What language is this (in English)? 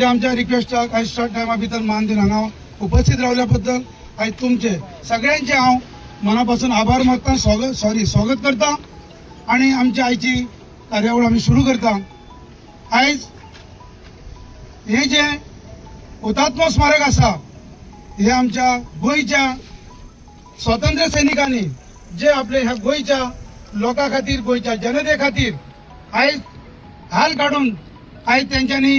Konkani